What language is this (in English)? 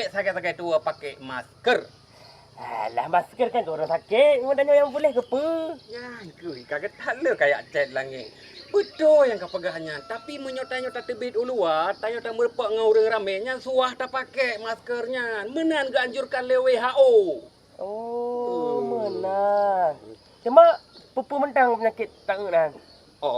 Achinese